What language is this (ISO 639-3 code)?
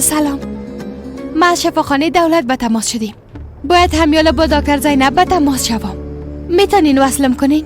fas